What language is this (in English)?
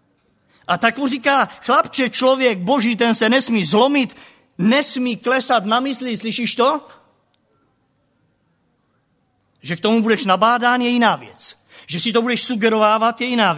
Czech